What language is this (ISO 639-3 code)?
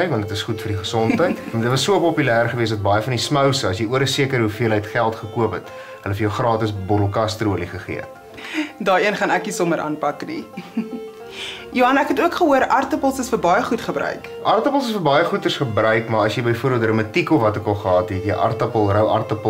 afr